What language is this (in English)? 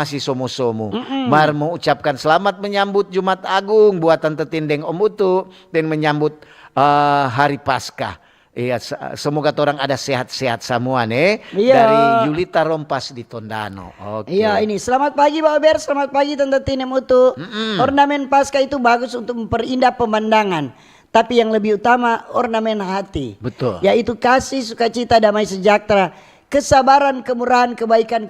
Manado Malay